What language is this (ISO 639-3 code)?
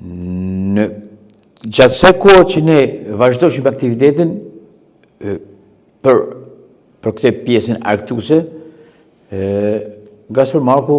sqi